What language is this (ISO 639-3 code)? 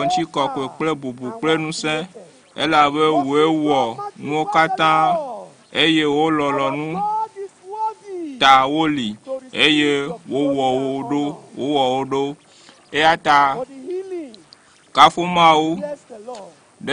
ewe